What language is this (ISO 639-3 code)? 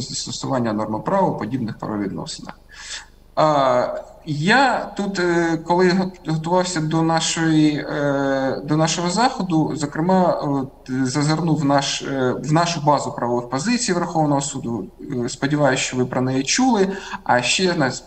ukr